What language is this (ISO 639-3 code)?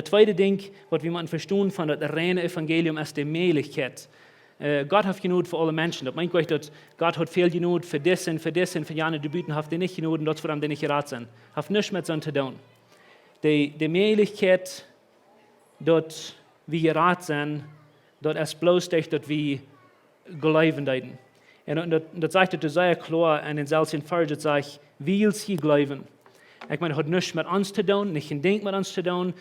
pdt